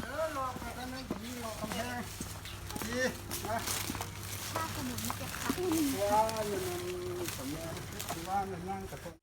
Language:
Lao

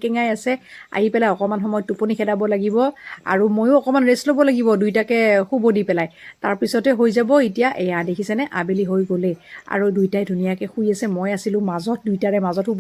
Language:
Assamese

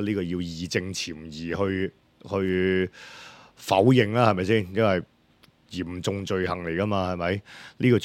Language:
Cantonese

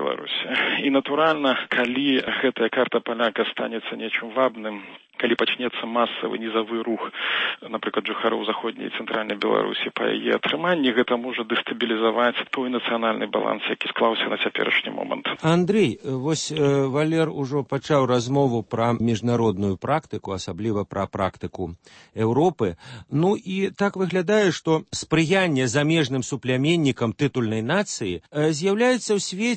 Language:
Belarusian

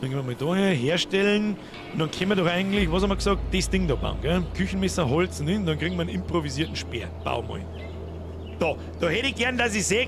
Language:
Bavarian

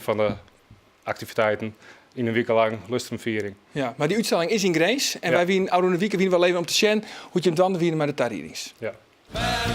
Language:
Western Frisian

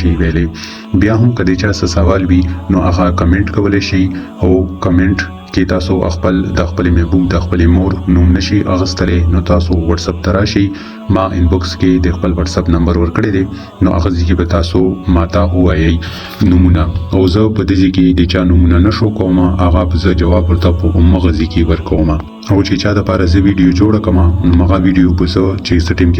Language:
Pashto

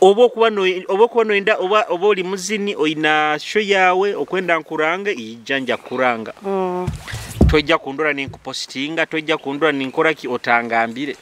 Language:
Nyoro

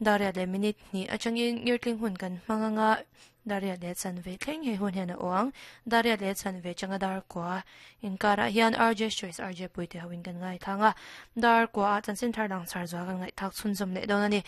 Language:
Mizo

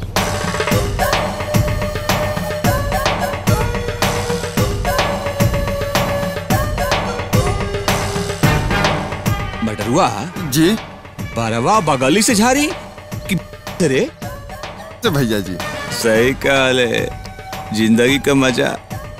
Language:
Bhojpuri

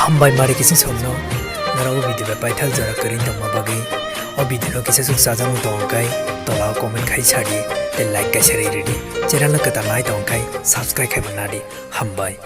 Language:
Kok Borok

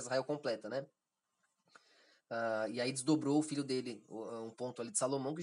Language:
Portuguese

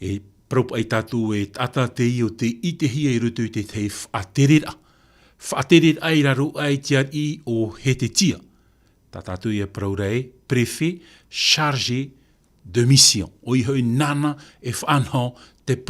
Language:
Tahitian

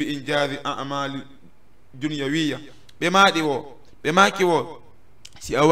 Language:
Fula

